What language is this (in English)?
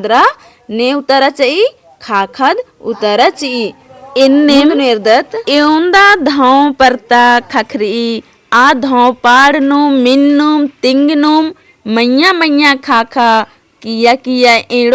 Kurukh